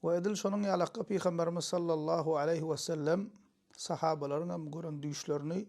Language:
Turkmen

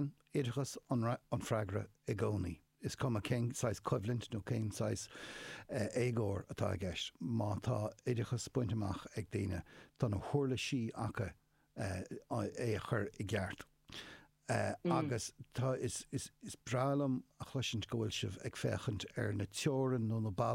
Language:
Irish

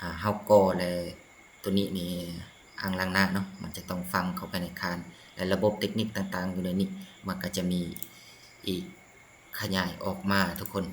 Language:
Lao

